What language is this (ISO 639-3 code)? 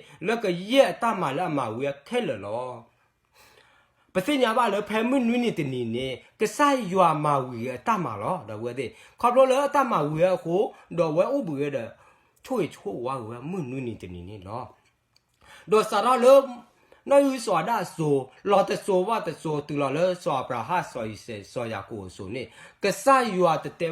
ksw